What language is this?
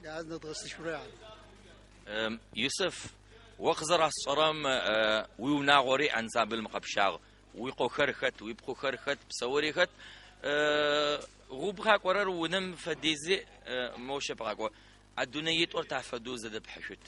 Adyghe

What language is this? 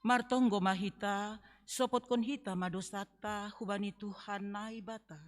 Batak Simalungun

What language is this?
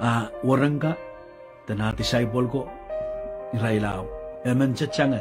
Pohnpeian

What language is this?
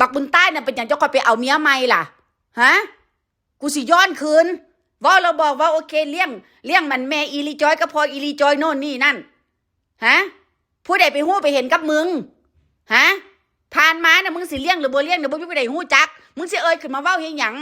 Northeastern Thai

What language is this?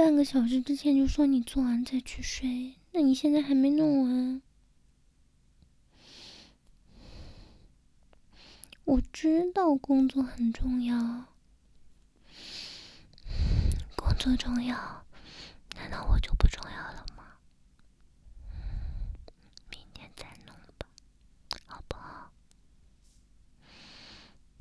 Chinese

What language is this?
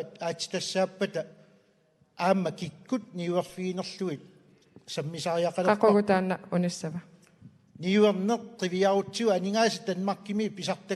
Kalaallisut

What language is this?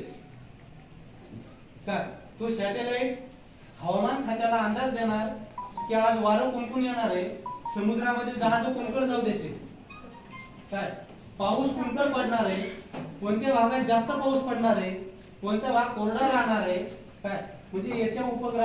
Marathi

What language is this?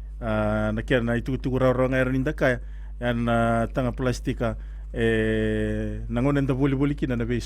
Fijian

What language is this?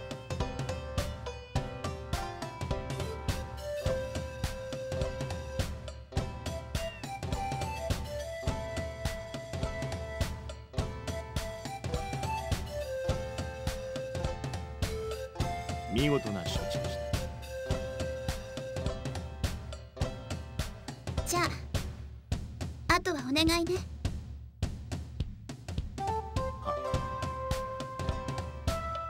Japanese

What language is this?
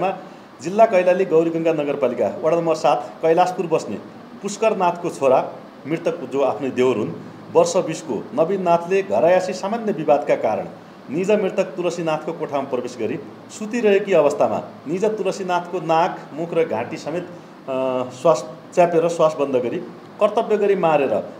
Nepali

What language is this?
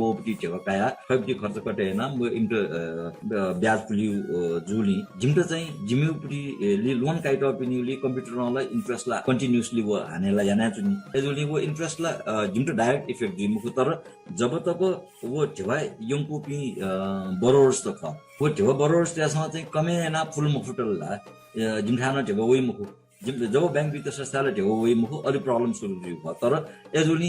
Newari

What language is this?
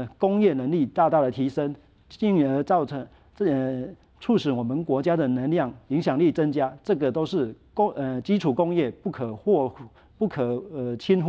Chinese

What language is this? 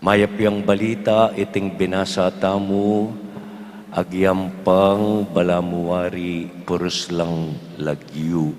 Pampanga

